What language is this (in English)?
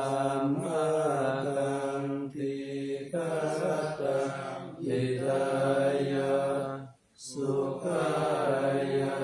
Pali